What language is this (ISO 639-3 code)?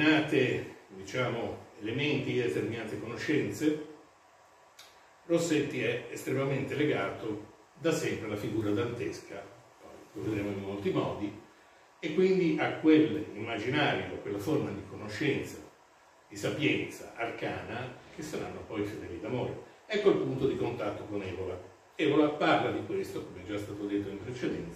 ita